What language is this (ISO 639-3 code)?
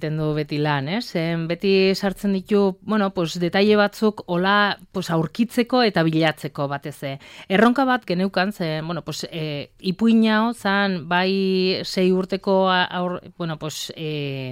eus